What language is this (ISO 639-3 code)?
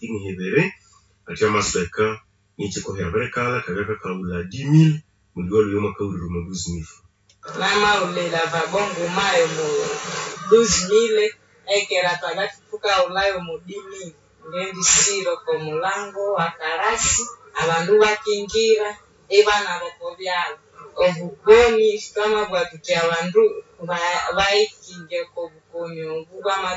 nnb